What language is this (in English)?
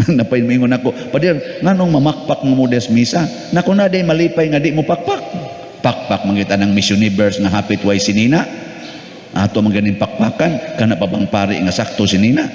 Cebuano